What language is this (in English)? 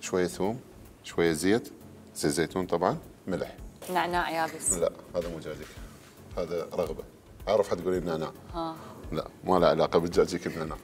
Mesopotamian Arabic